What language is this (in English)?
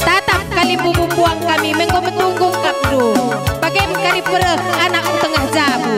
Batak Karo